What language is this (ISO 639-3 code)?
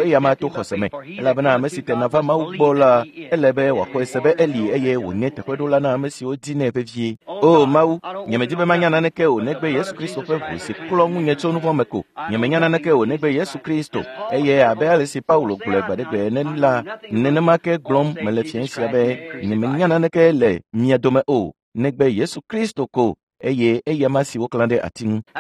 ewe